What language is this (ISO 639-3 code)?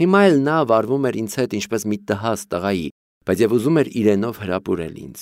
hye